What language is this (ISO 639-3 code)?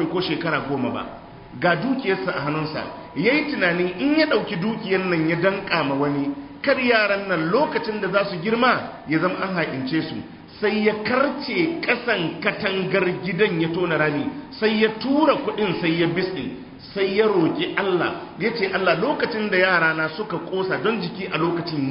hau